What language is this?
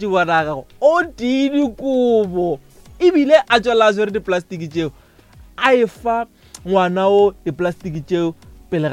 Northern Sotho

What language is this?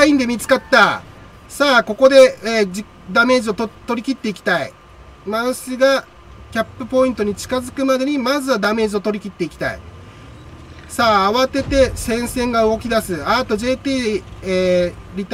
Japanese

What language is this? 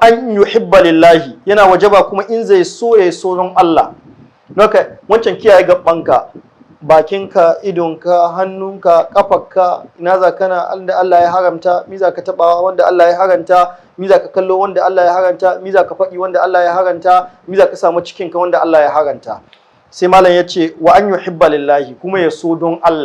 Hausa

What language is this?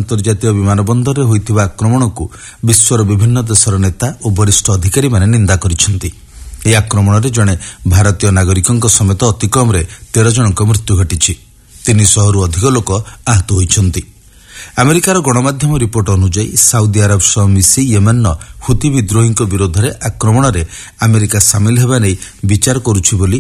Odia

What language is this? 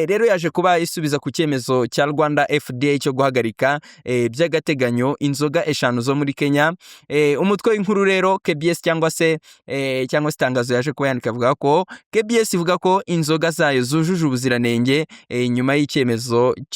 Kinyarwanda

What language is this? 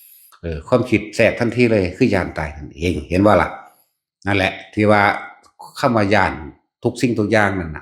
Northeastern Thai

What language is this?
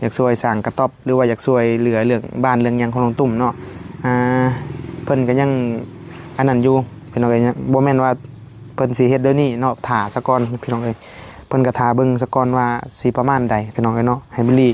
Northeastern Thai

